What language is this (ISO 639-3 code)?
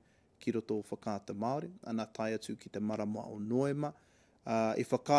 mri